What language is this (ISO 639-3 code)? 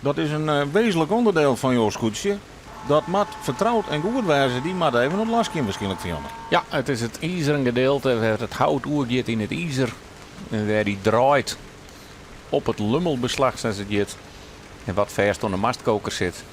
fry